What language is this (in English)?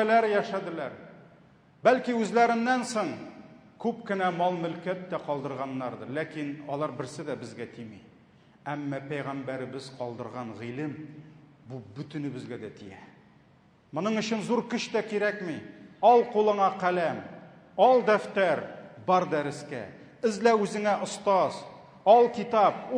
Tatar